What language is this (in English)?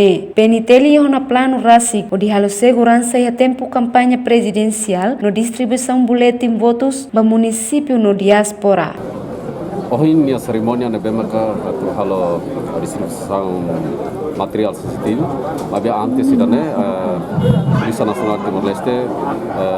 Tetum